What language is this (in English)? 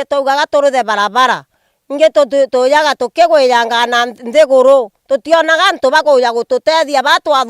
Meru